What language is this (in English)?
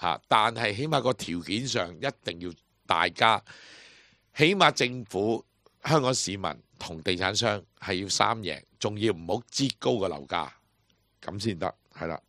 Cantonese